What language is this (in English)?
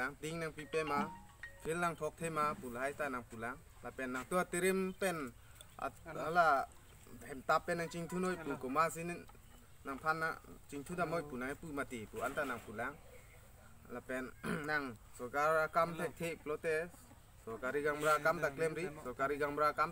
Karbi